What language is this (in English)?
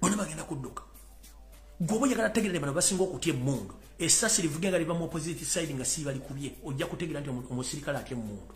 Ganda